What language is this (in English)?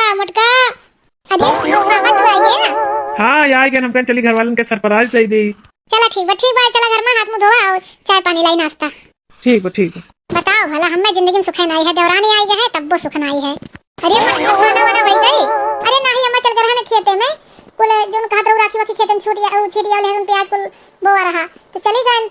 Awadhi